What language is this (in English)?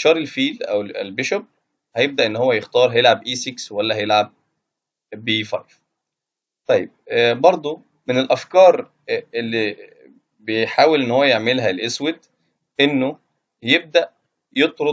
Egyptian Arabic